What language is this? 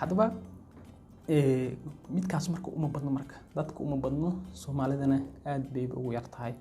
Somali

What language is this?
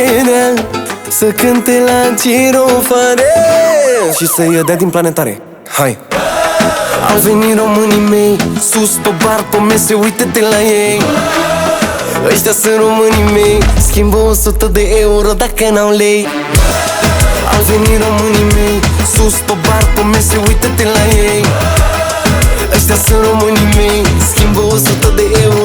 Romanian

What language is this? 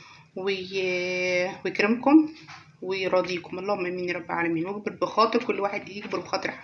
Egyptian Arabic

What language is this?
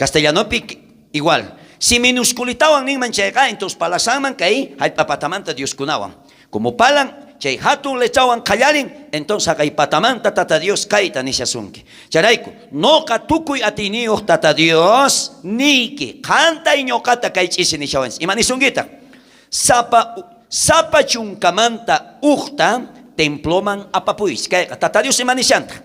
South Bolivian Quechua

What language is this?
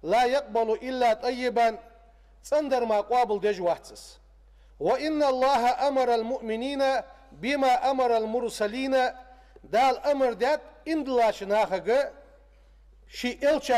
Ingush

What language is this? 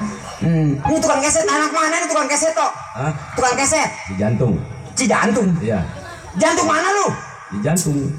Betawi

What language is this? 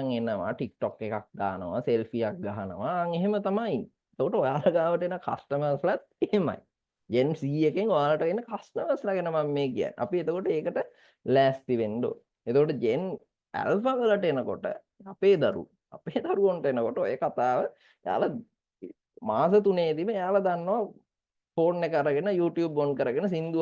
Sinhala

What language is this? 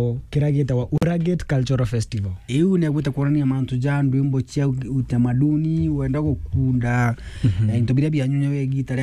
Meru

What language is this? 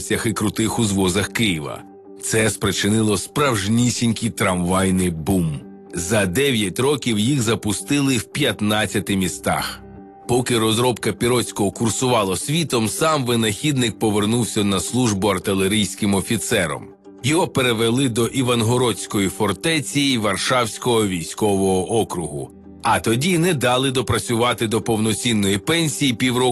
Ukrainian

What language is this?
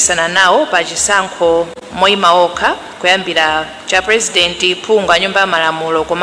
Nyanja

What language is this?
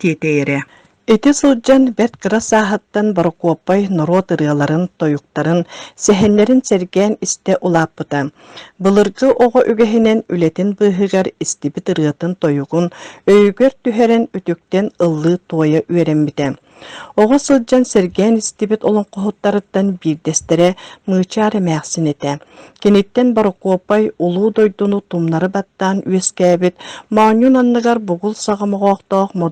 Yakut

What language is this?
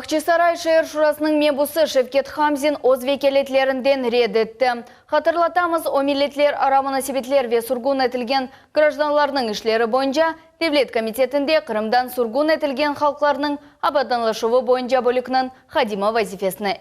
Crimean Tatar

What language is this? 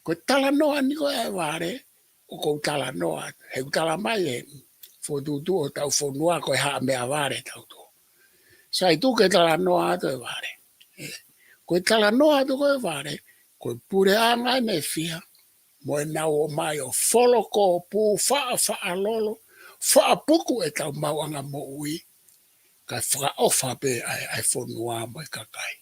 Tongan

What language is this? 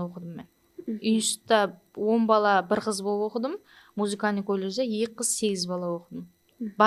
Kara-Kalpak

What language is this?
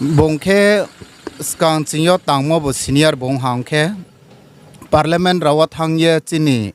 Riang (India)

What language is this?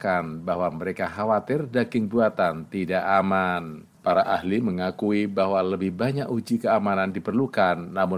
Indonesian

